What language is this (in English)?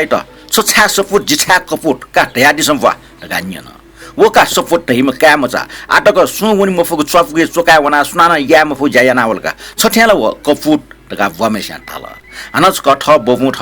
Newari